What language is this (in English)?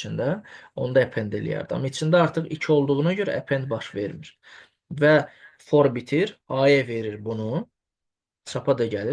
Azerbaijani